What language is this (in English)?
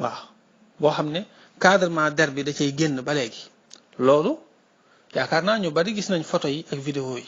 Wolof